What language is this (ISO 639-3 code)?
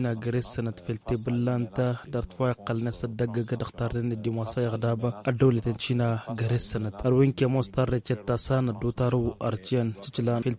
taq